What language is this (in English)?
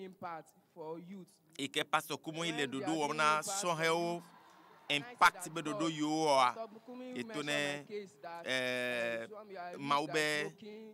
Ewe